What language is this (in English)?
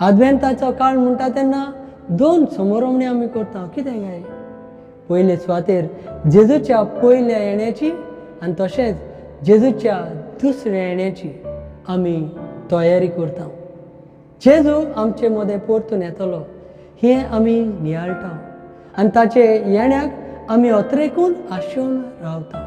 Konkani